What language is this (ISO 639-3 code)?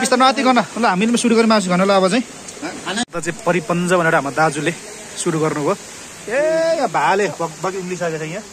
nep